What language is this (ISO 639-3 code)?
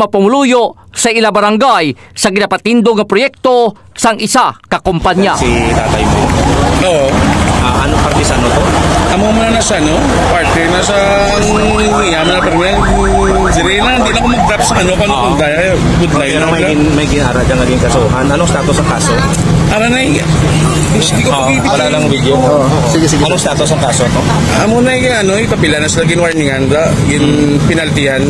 hil